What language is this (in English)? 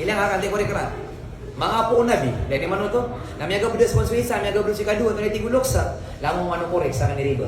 Maranao